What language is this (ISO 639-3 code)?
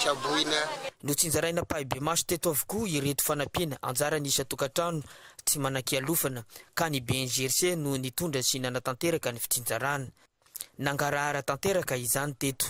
mlg